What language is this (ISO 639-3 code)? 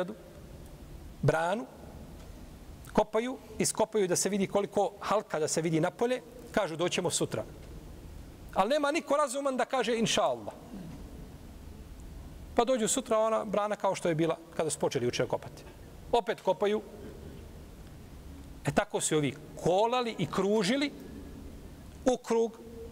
bos